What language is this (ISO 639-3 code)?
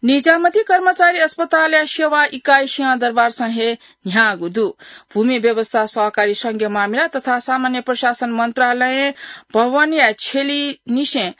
new